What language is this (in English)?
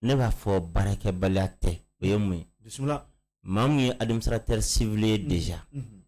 Bambara